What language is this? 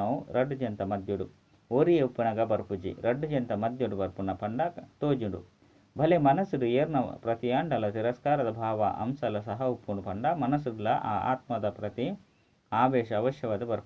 Tulu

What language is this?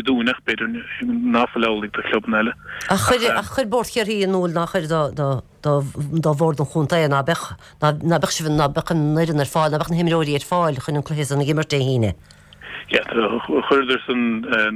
Irish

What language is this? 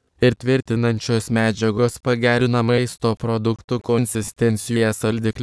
Lithuanian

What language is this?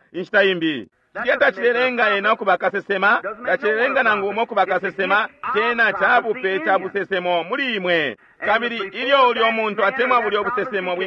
Bemba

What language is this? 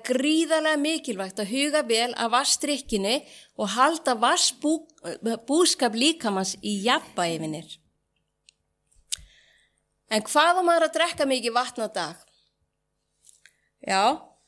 Icelandic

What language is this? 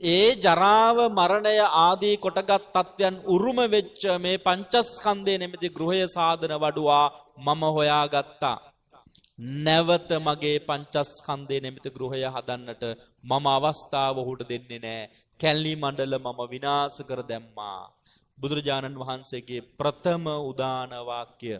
Sinhala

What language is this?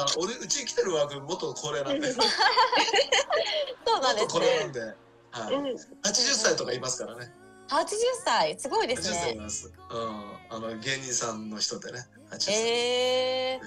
Japanese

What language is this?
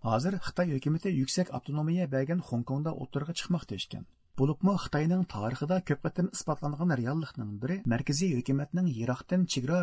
Uyghur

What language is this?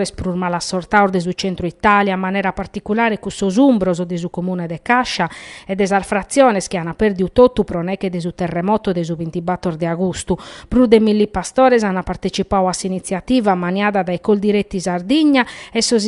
Sardinian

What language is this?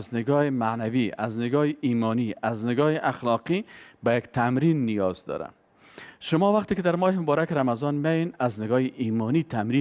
Persian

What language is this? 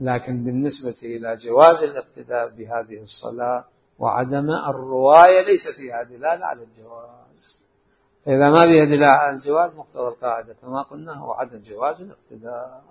Mesopotamian Arabic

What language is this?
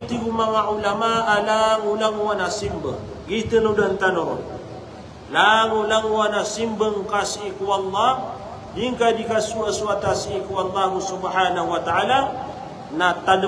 Maranao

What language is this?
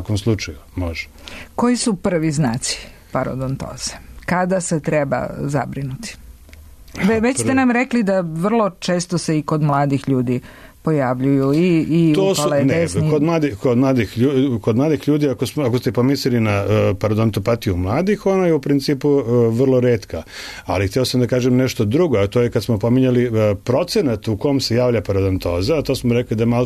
Serbian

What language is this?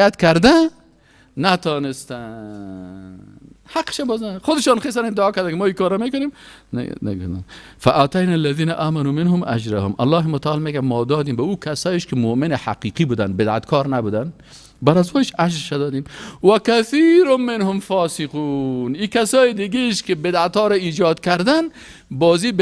Persian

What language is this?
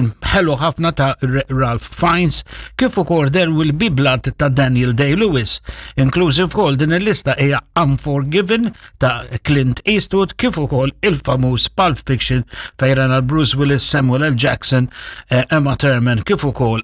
Maltese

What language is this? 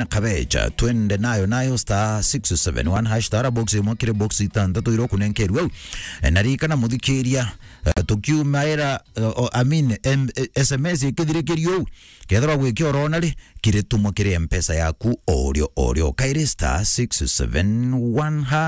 Meru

